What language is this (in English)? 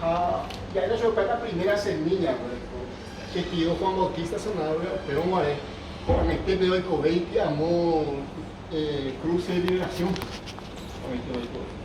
Guarani